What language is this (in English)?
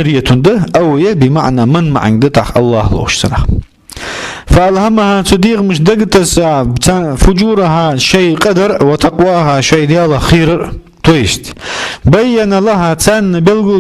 Ingush